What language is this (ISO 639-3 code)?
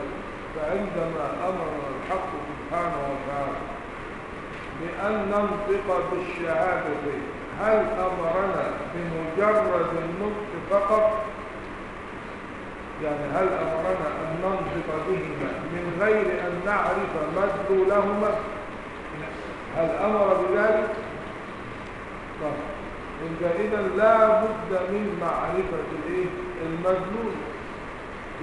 ara